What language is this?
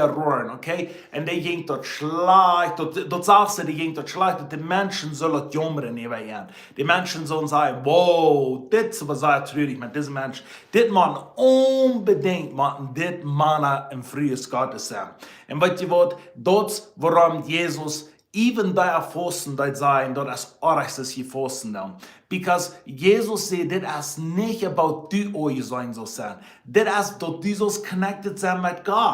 Plautdietsch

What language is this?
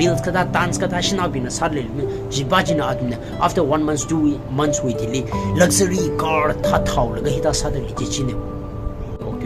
Tangkhul Naga (India)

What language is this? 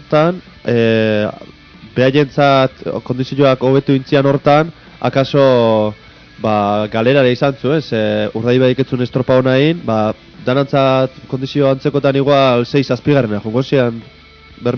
Basque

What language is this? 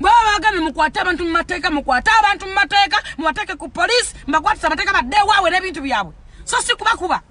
Ganda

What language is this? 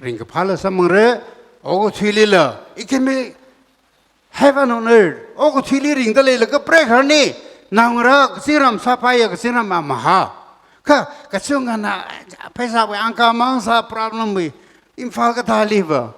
Tangkhul Naga (India)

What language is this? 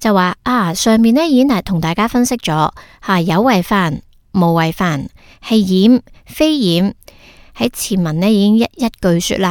Cantonese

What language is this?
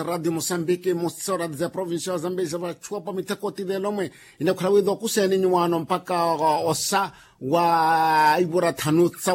Makhuwa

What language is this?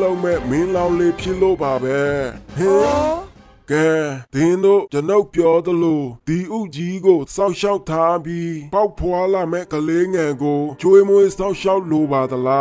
Burmese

